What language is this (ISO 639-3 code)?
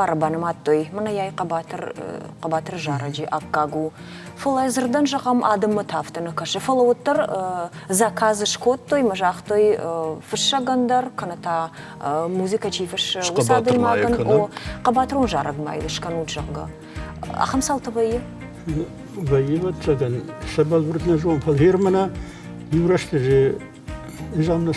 oss